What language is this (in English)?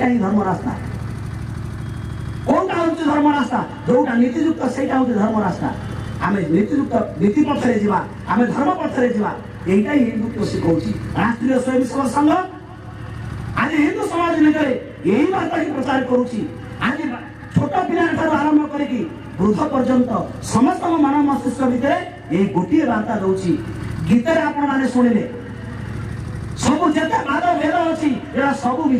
Odia